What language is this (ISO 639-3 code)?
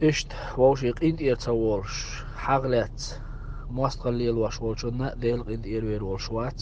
che